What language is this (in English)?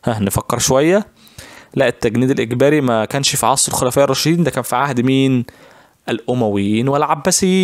Egyptian Arabic